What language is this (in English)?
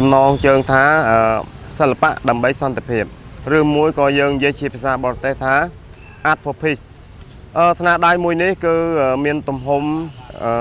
Khmer